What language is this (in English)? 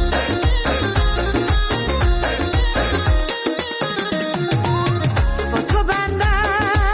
Persian